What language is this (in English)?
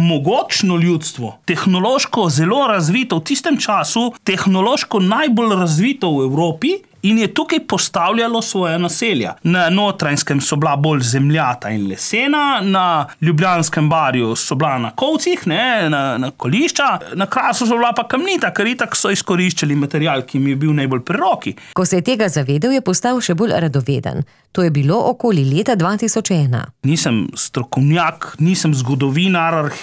Slovenian